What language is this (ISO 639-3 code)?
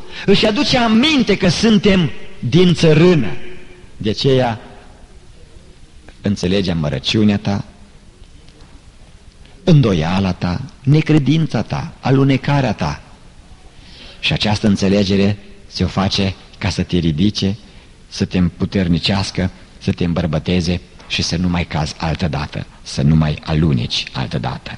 ron